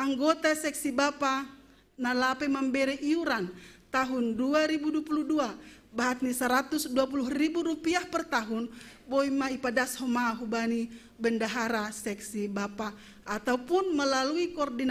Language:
Batak Simalungun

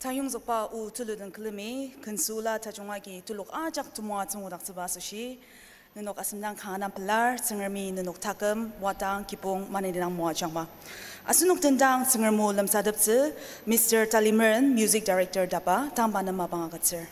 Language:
Ao Naga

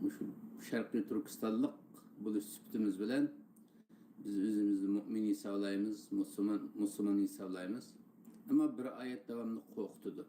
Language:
Uyghur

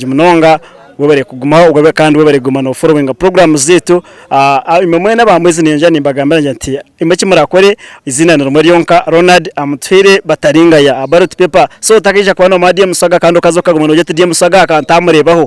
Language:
Nyankole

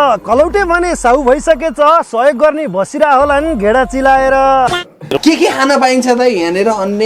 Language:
Nepali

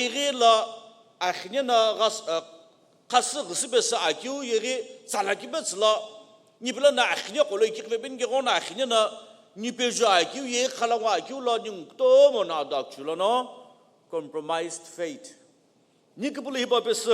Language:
Sumi Naga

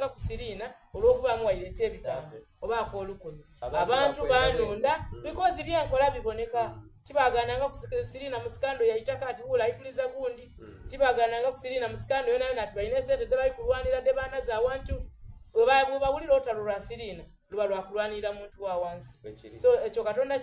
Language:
Soga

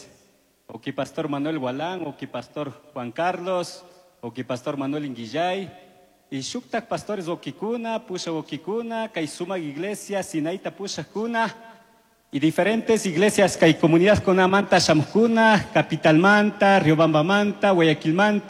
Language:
Chimborazo Highland Quichua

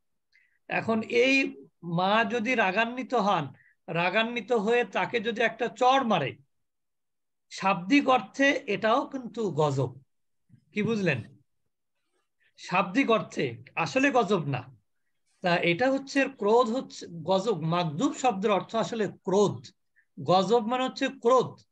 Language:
Bangla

